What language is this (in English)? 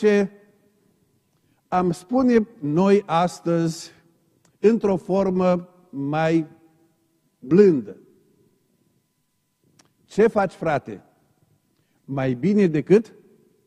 Romanian